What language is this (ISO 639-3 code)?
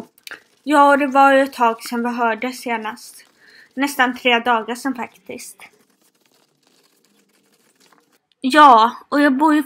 swe